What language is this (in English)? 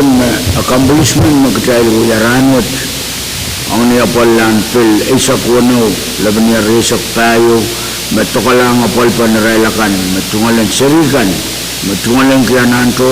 Pohnpeian